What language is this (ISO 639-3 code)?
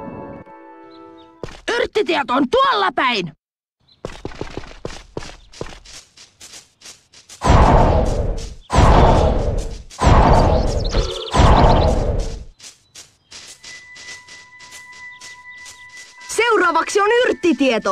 fin